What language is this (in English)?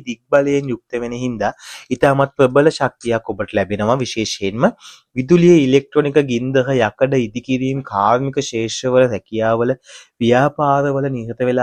Sinhala